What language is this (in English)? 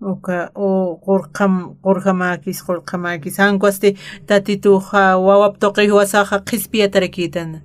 Aymara